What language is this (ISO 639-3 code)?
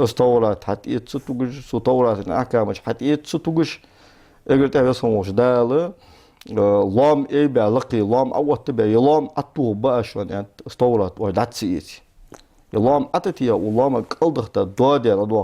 inh